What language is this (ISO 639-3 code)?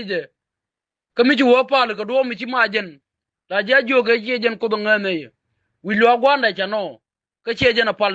nus